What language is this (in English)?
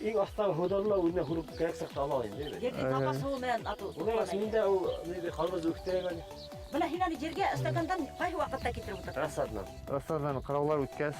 Bashkir